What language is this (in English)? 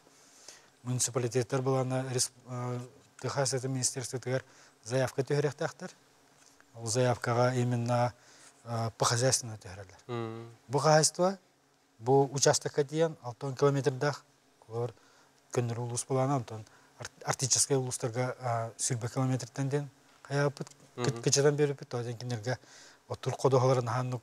Yakut